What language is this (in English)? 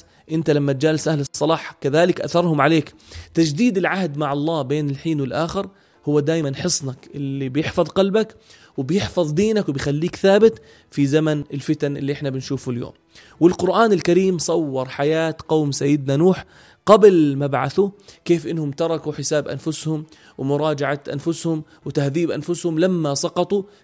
North Levantine Arabic